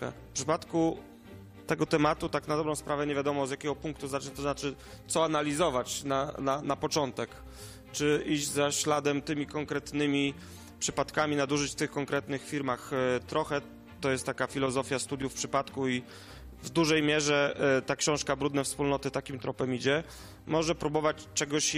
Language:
Polish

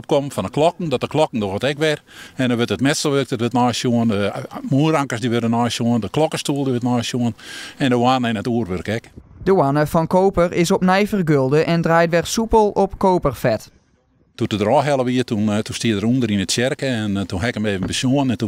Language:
Western Frisian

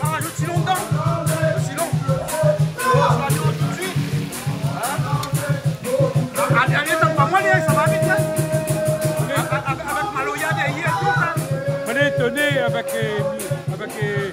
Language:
Réunion Creole French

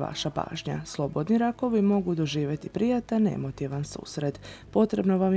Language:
Croatian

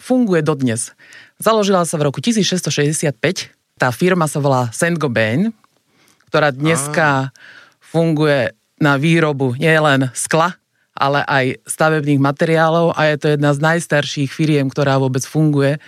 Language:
Slovak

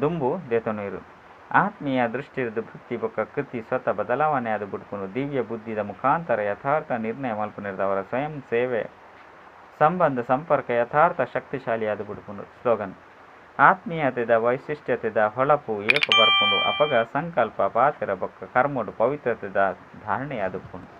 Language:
Tulu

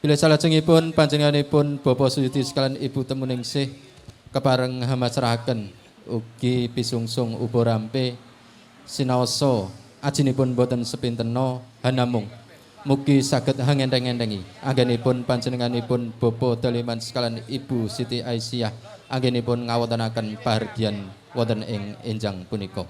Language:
Javanese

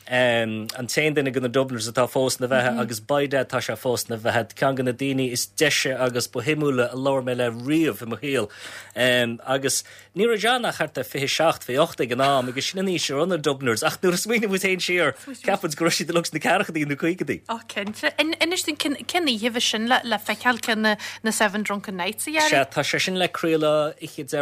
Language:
Irish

